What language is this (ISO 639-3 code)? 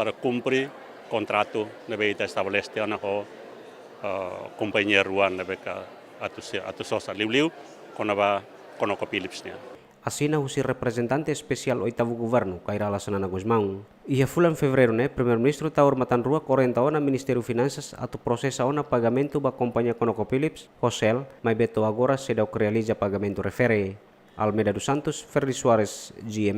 tet